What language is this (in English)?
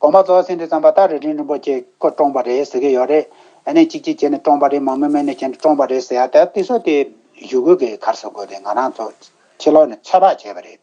Tibetan